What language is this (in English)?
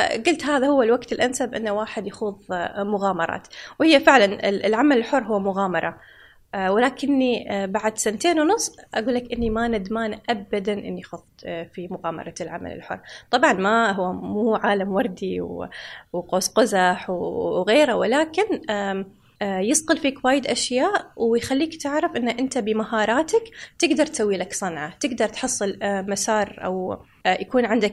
Gulf Arabic